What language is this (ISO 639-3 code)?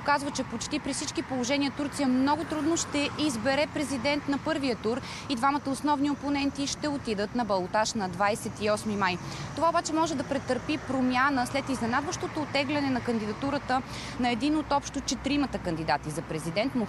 bul